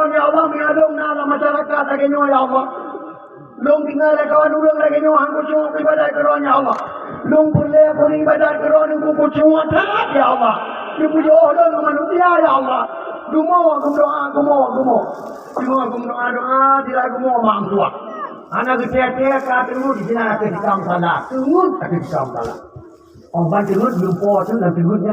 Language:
Achinese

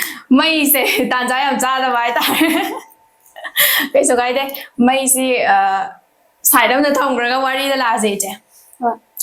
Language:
Manipuri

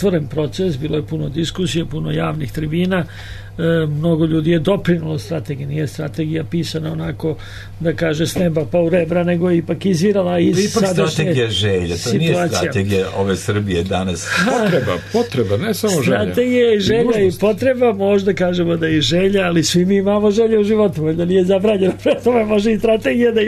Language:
Serbian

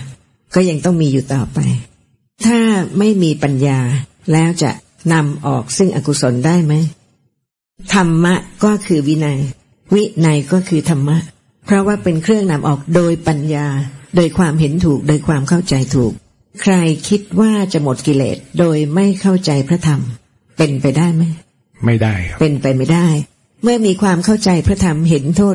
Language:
Thai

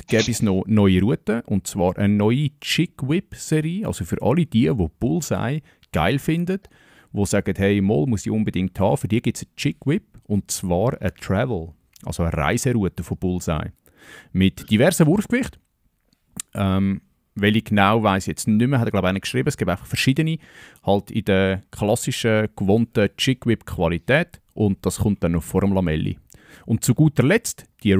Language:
Swiss German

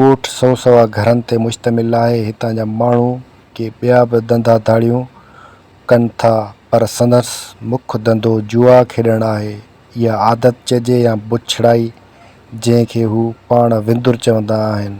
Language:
Sindhi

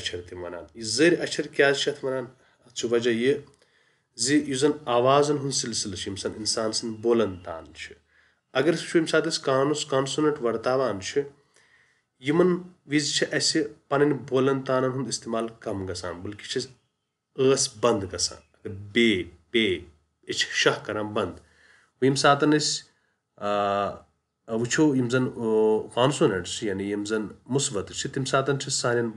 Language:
Kashmiri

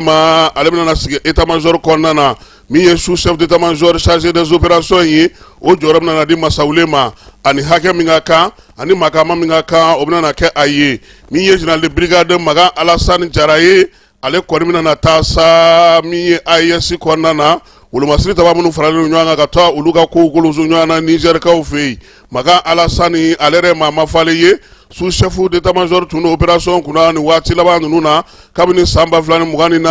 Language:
Bambara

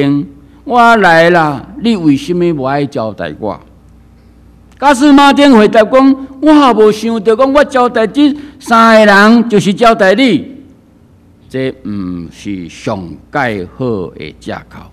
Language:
Min Nan Chinese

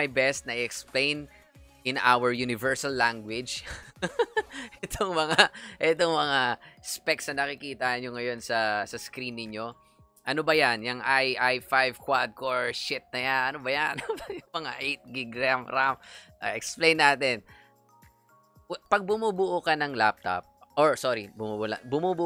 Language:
Filipino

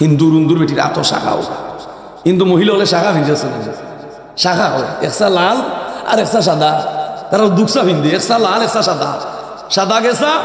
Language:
Sylheti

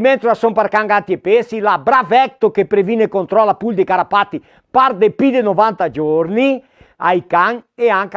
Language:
Venetian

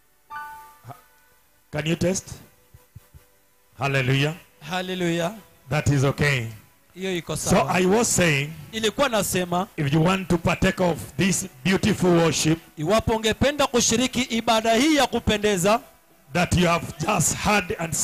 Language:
Swahili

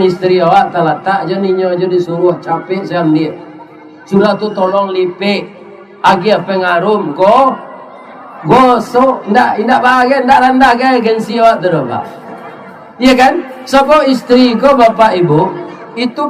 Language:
Minangkabau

